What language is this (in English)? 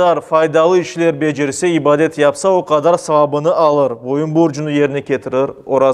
Crimean Tatar